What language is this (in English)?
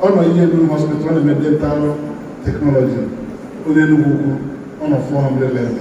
Igbo